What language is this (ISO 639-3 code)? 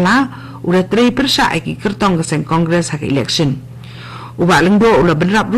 kha